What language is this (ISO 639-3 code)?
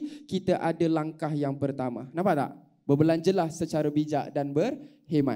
msa